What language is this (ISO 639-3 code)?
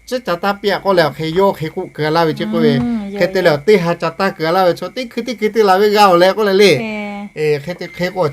lhu